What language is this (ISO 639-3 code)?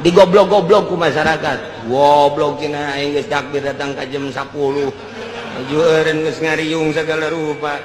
sun